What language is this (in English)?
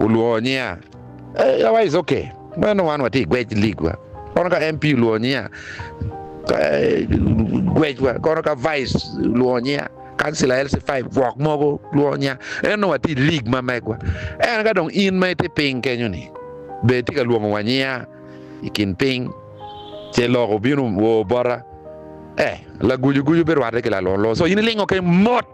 Acoli